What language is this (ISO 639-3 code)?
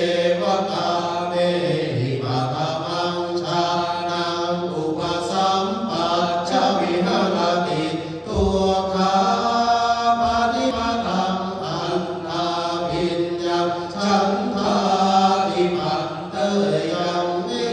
pli